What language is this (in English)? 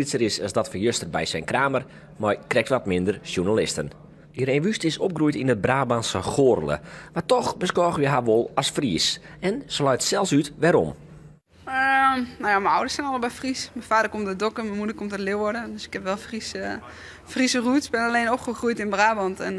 Western Frisian